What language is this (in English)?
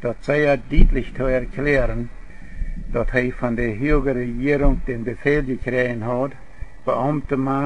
Plautdietsch